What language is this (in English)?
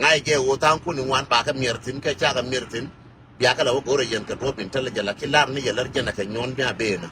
Nuer